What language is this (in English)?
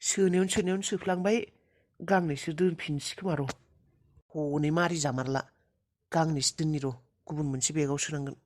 Bodo